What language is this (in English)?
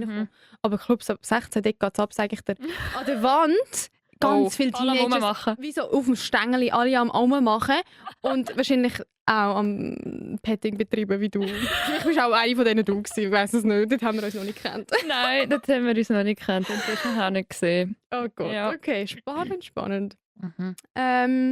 Swiss German